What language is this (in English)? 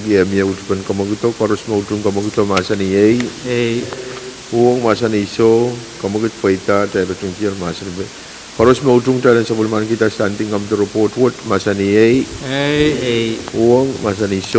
Pohnpeian